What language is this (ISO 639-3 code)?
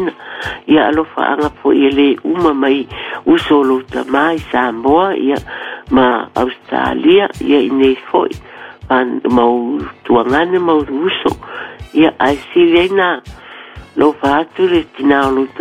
smo